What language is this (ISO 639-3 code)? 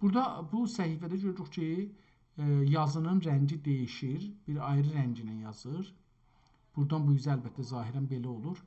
azb